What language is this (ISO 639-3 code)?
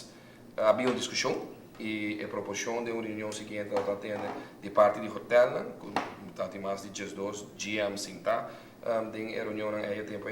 pap